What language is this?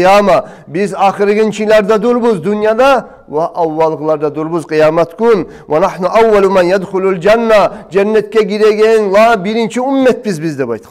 Kumyk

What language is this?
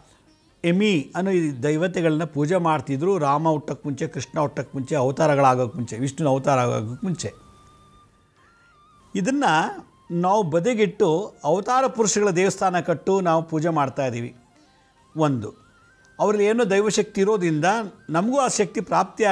Kannada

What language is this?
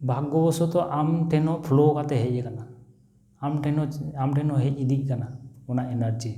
Santali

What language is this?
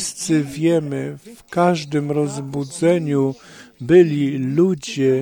Polish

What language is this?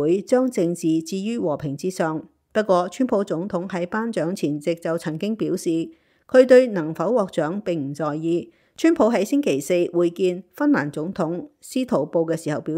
Cantonese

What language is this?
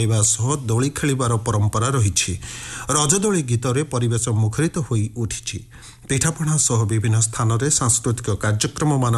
Odia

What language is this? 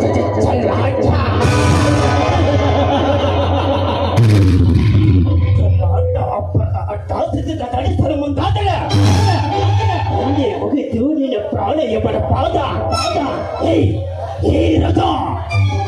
Kannada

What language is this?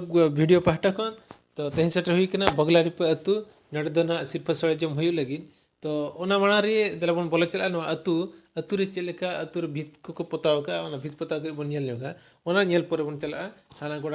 Santali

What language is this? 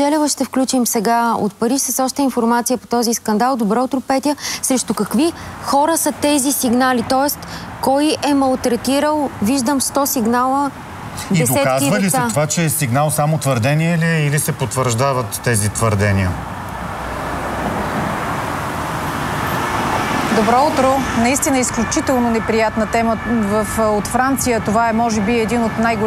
Bulgarian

